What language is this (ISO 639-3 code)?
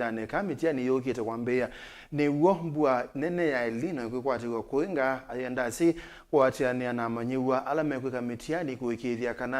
kam